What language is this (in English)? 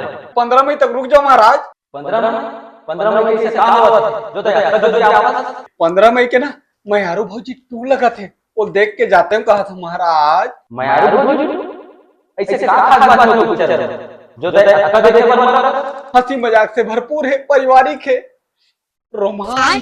Chhattisgarhi